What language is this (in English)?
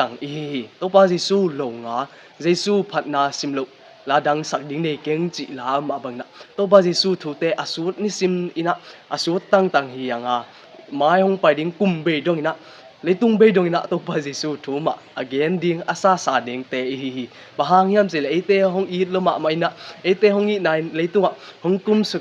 Tedim Chin